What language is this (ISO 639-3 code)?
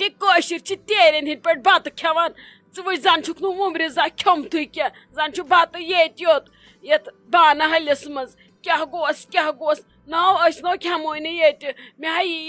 kas